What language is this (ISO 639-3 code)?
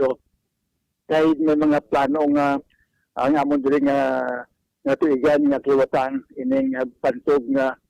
hil